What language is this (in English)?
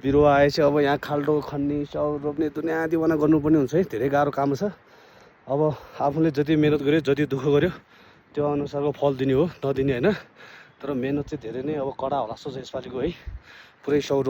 Nepali